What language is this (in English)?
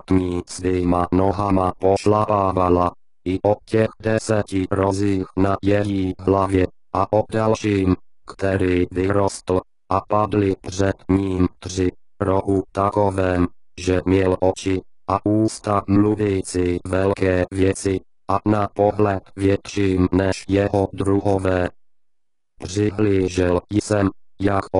Czech